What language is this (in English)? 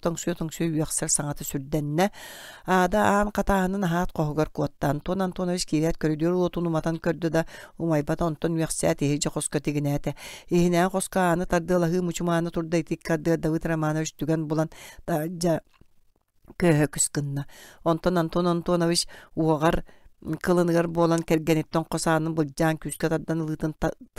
Yakut